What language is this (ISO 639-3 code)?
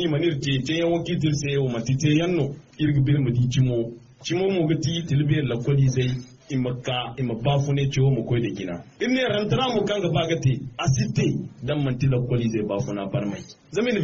dje